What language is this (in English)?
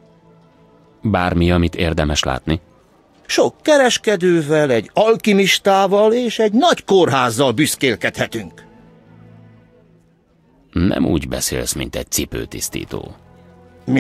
Hungarian